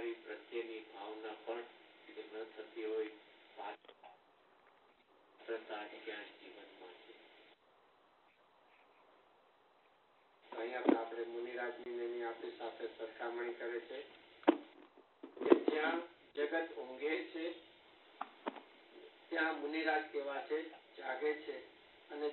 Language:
Gujarati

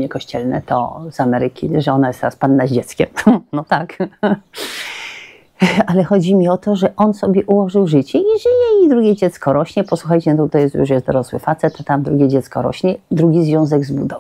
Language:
Polish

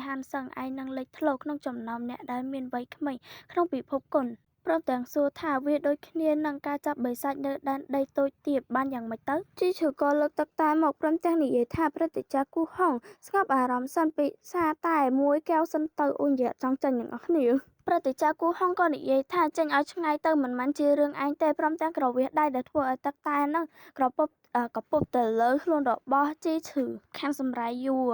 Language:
Khmer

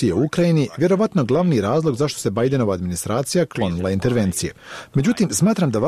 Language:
Bosnian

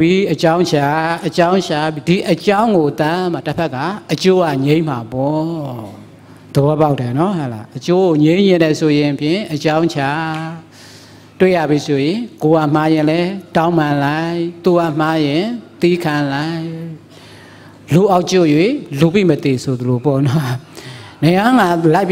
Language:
Burmese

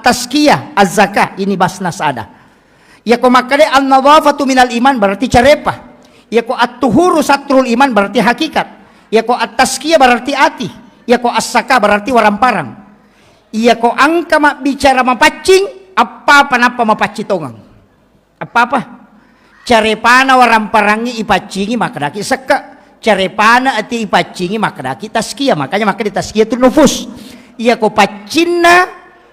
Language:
Buginese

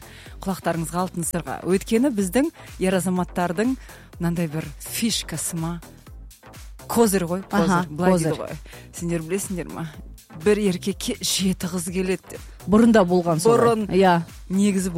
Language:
Kazakh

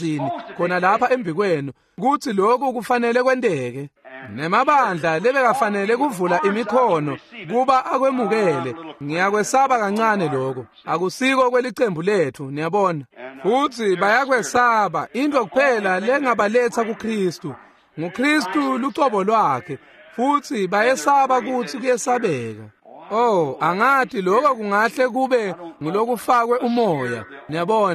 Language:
Swati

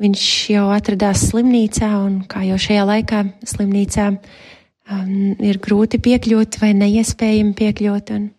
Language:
Latvian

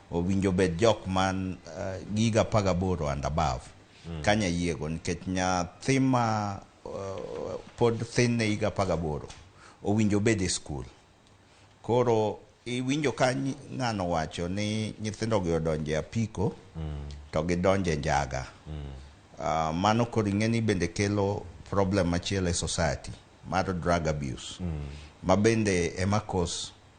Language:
Luo (Kenya and Tanzania)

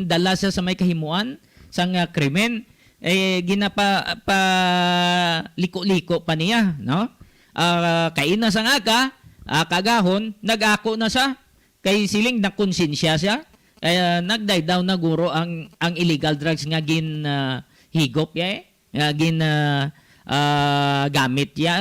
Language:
Hiligaynon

